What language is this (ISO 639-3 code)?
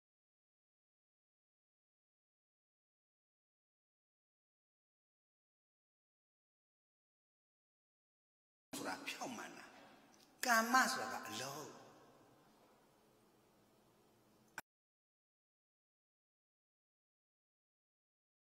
mya